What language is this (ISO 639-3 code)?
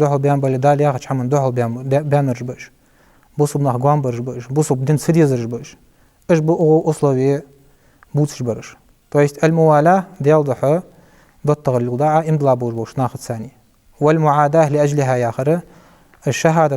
inh